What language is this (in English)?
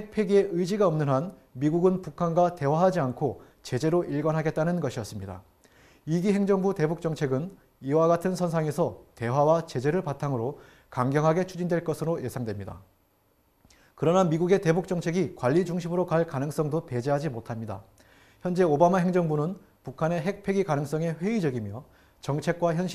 Korean